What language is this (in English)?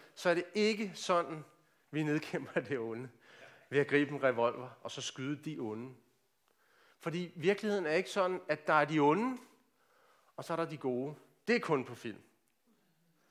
Danish